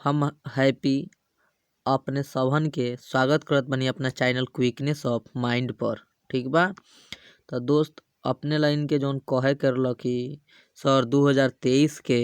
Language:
Bhojpuri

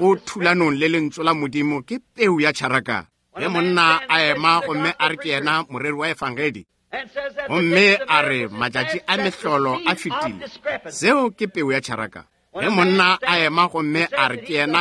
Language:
Northern Sotho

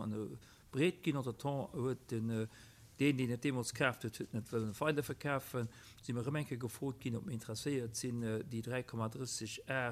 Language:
Luxembourgish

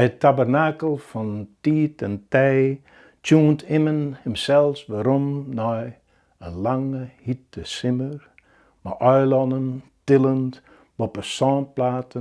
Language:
Western Frisian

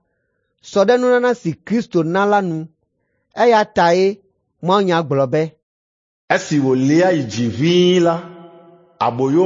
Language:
Ewe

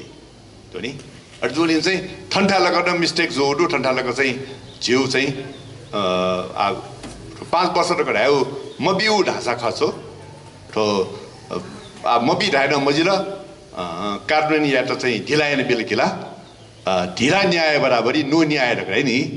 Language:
Newari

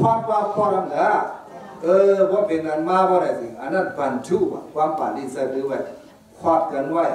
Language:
Shan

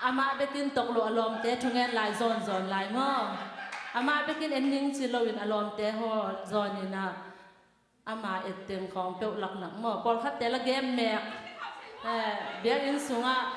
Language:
Tedim Chin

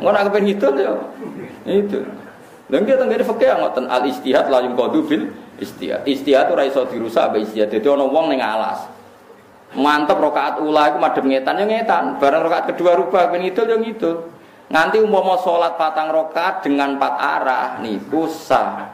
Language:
Javanese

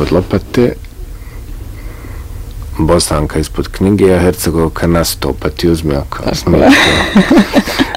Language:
Bosnian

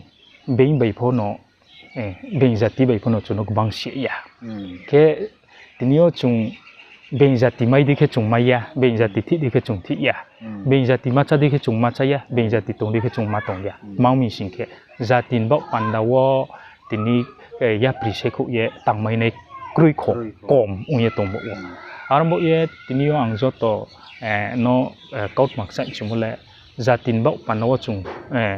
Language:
Riang (India)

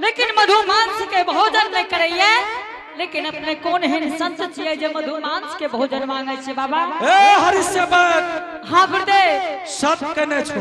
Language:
Angika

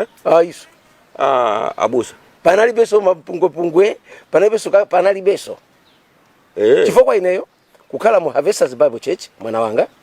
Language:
Nyanja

